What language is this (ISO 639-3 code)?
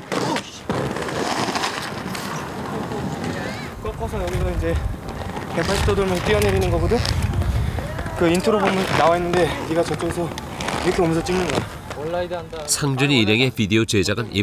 kor